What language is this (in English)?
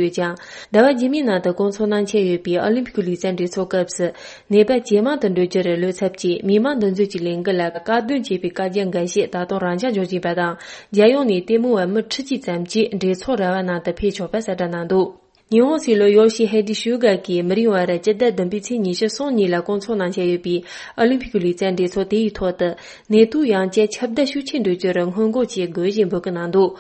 Tibetan